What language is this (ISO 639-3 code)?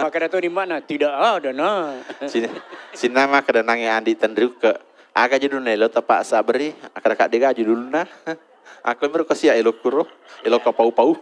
bug